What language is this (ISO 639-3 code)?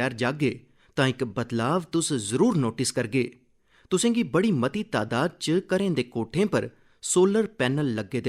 doi